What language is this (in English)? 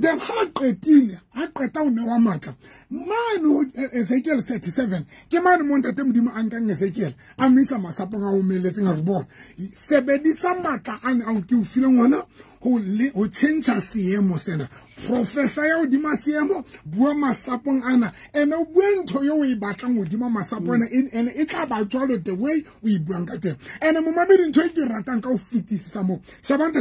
Southern Sotho